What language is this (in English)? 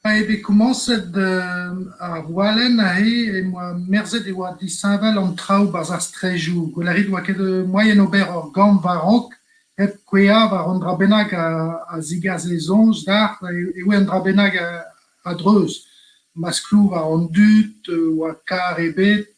Breton